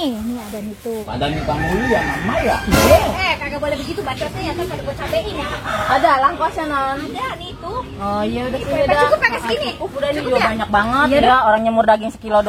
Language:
Betawi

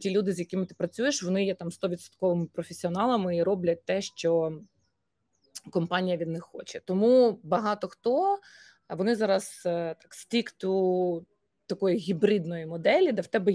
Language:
Ukrainian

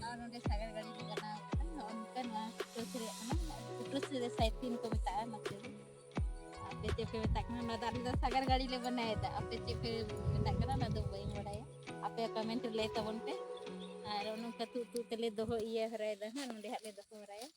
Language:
Santali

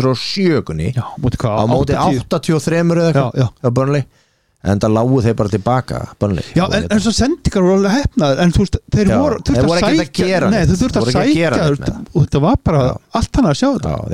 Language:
Icelandic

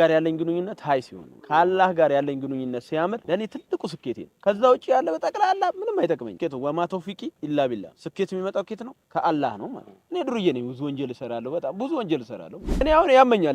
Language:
Amharic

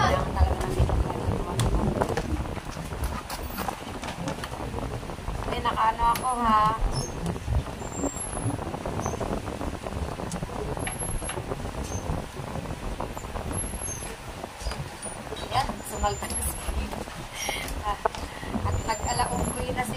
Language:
Filipino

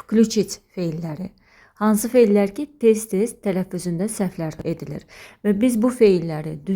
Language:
Azerbaijani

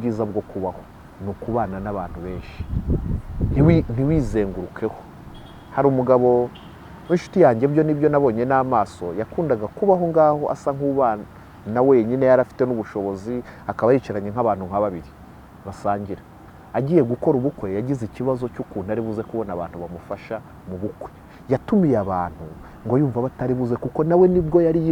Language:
Kinyarwanda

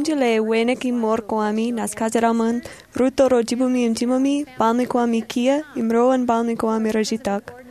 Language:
Marshallese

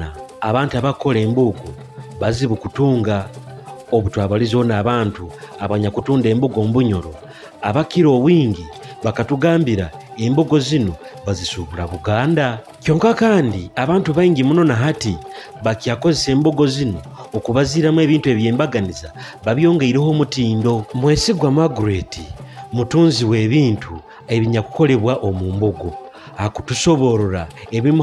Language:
Nyoro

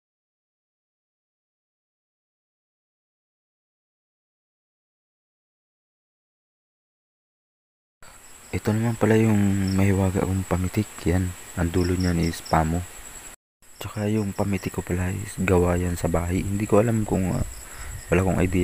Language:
Filipino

